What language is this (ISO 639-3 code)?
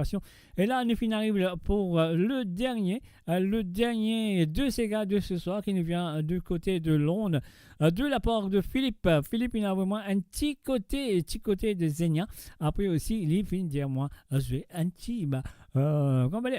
mfe